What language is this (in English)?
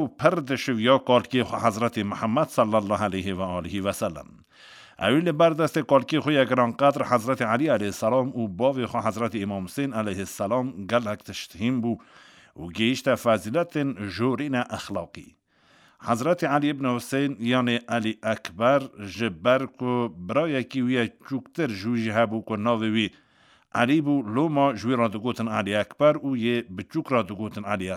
Kurdish